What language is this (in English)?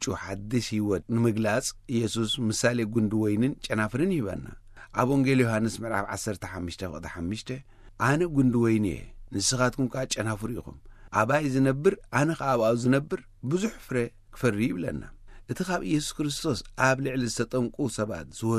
Tigrinya